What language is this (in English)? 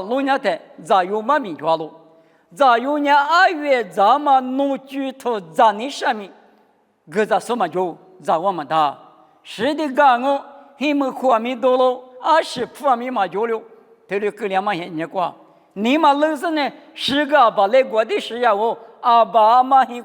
Lisu